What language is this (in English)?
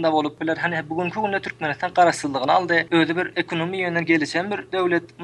Turkmen